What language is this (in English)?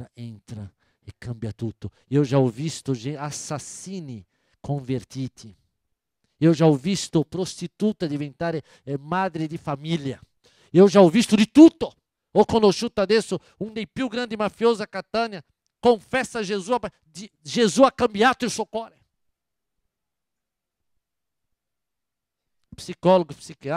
Italian